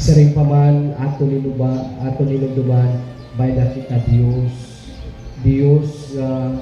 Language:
Waray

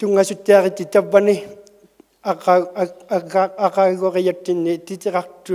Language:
Inuktitut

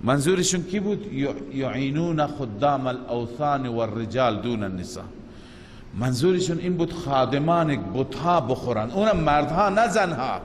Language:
Persian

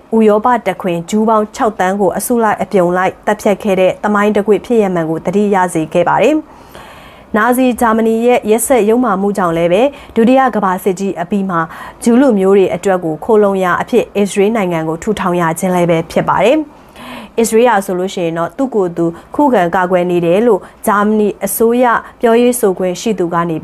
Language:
Burmese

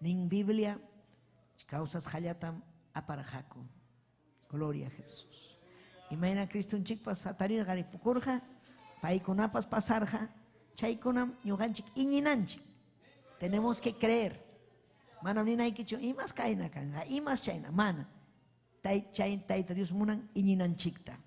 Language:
Ayacucho Quechua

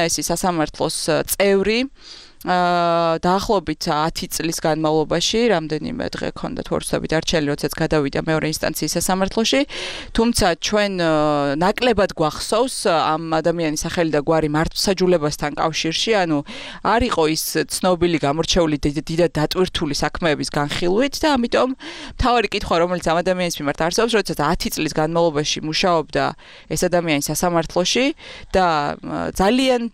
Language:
Georgian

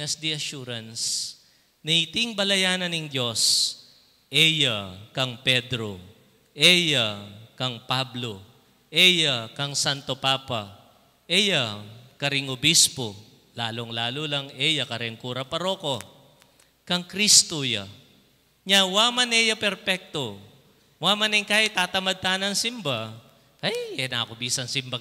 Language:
Pampanga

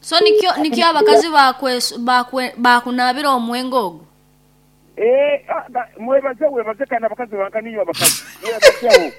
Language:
Nyoro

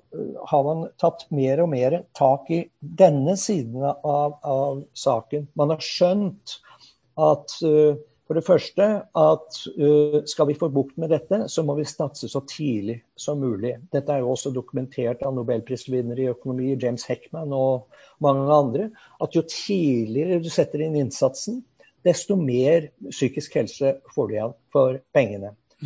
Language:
Norwegian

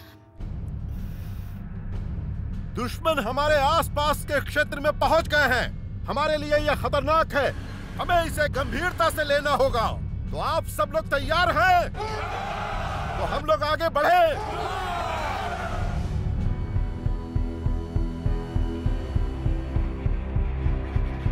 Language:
Hindi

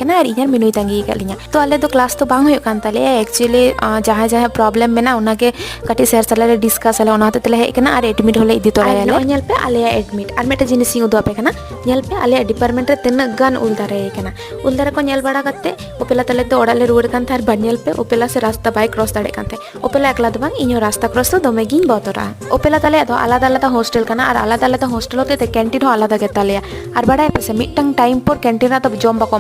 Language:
Santali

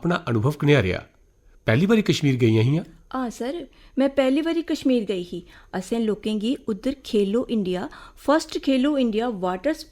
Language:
Dogri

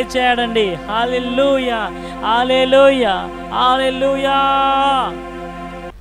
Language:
Telugu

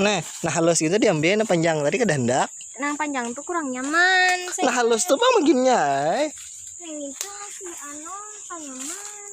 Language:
Banjar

